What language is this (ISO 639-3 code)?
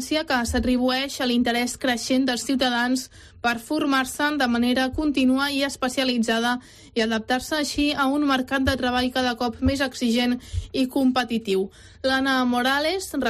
cat